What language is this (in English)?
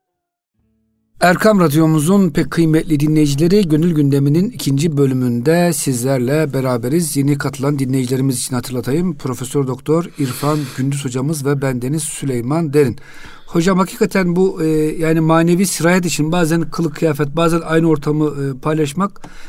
Turkish